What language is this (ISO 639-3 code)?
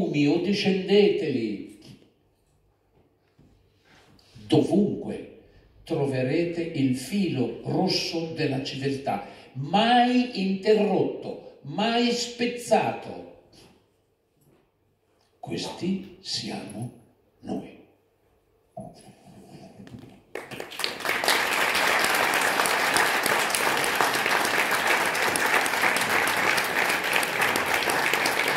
ita